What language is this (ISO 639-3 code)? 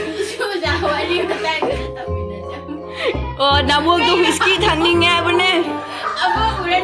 mni